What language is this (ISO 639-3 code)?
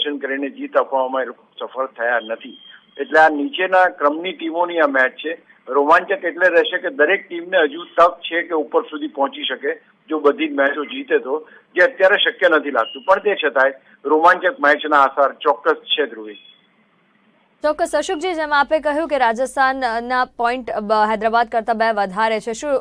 guj